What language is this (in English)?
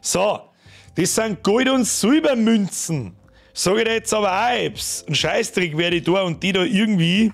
Bavarian